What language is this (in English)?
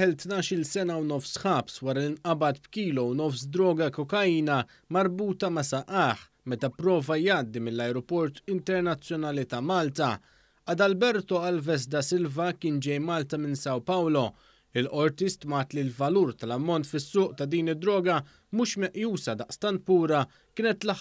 Maltese